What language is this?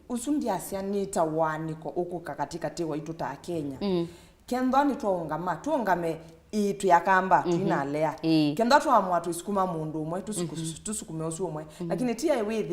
Kamba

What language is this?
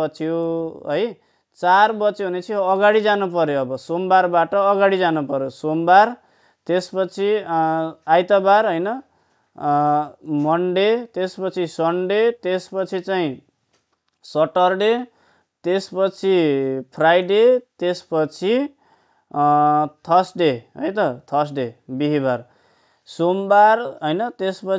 Nepali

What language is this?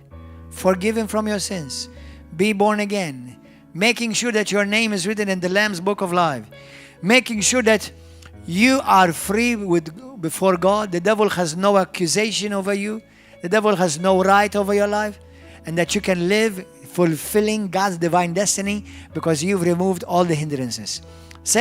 English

